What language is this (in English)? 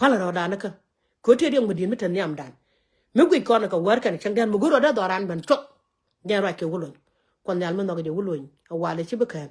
Nuer